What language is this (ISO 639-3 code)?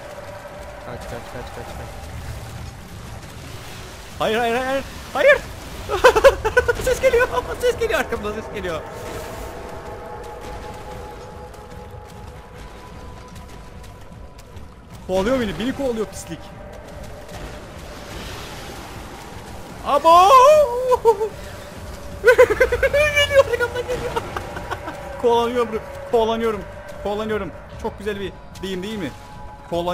tur